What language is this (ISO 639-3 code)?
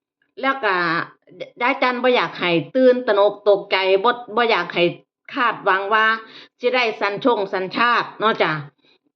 tts